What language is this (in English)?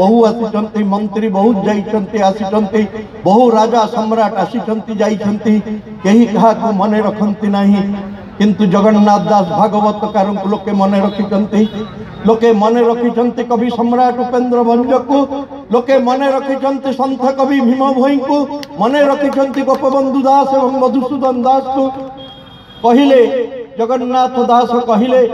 Odia